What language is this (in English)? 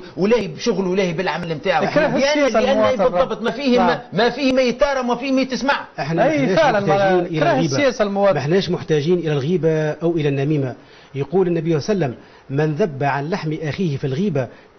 Tunisian Arabic